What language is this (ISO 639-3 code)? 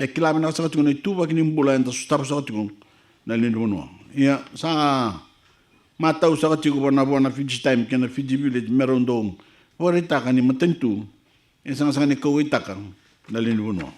fij